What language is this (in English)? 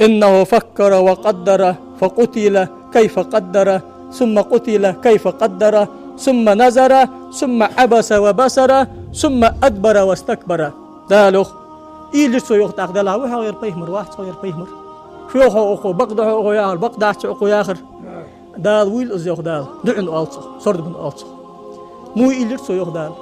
Ingush